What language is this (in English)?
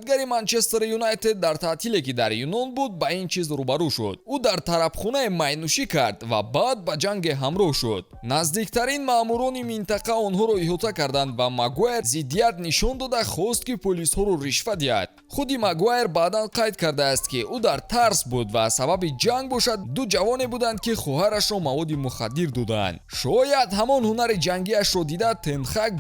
Tajik